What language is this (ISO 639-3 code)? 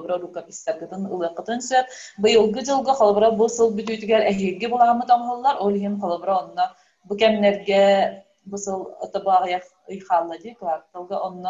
sah